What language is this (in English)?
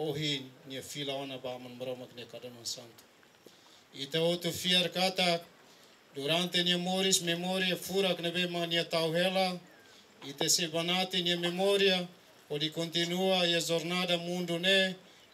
Tetum